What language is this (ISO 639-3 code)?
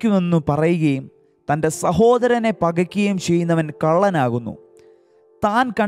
mal